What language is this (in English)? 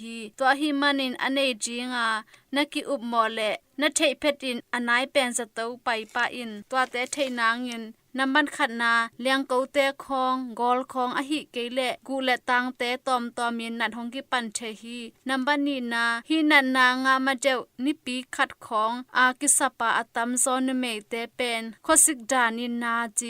Tedim Chin